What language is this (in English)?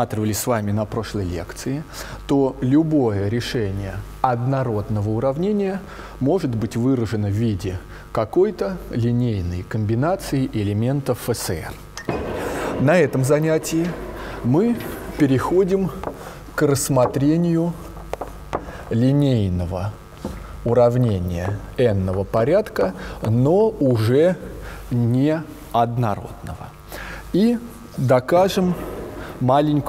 Russian